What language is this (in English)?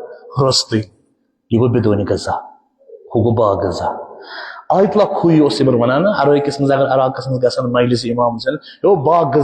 Kashmiri